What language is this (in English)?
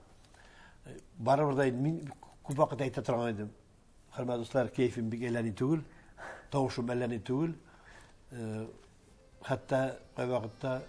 Tatar